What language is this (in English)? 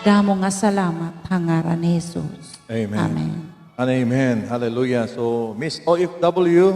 Waray